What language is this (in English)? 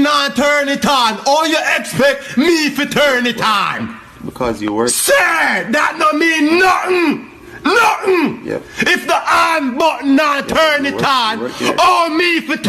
Jamaican Creole English